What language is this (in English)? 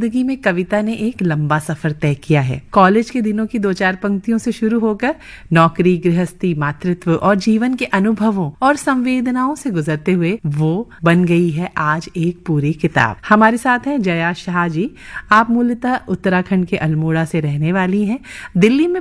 Hindi